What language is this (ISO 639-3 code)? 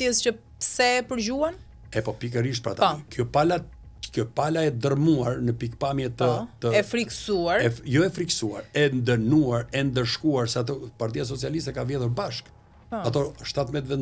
sqi